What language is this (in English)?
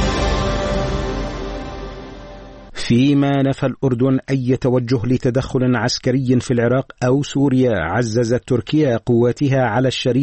Arabic